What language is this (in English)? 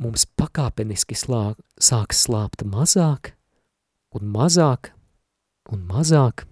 Latvian